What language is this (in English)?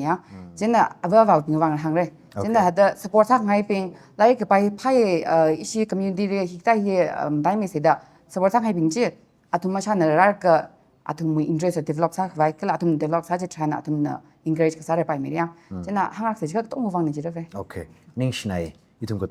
Tangkhul Naga (India)